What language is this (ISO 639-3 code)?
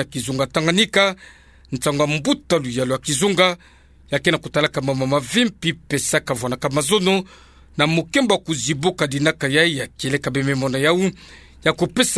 ktu